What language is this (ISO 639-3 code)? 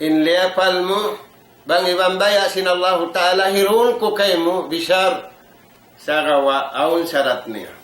tsg